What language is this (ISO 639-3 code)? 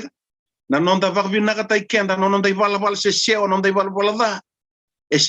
fij